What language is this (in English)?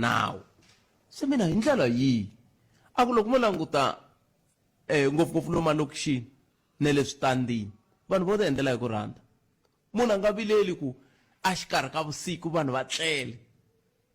Tsonga